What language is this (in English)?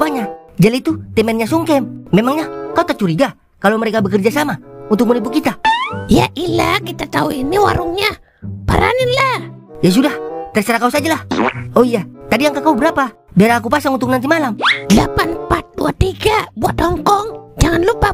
Betawi